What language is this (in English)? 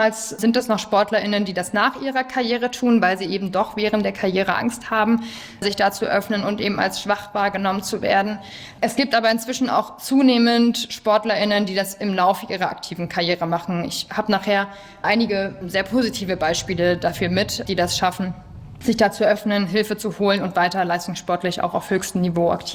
German